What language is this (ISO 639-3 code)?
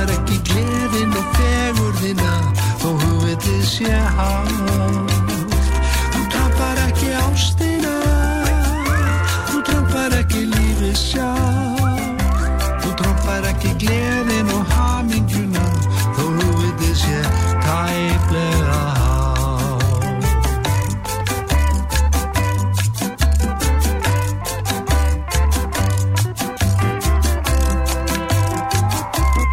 isl